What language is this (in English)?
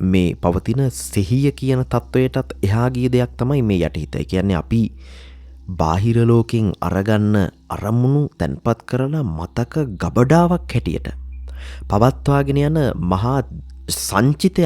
Sinhala